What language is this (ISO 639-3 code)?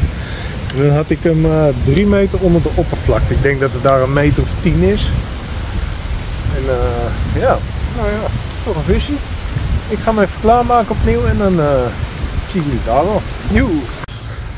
nld